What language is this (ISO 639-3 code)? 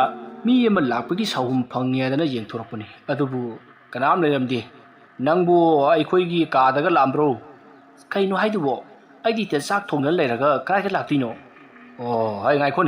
mni